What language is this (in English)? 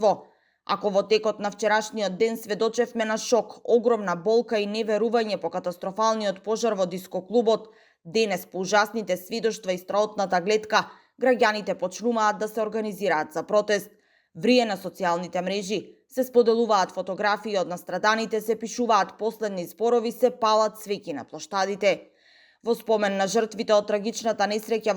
Macedonian